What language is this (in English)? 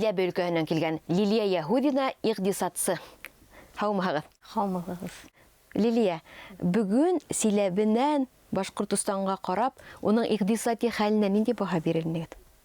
Bashkir